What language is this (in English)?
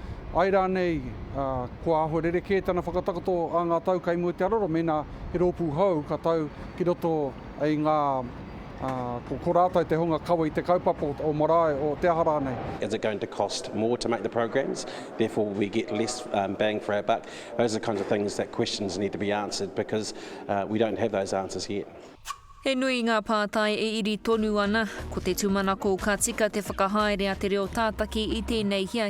Māori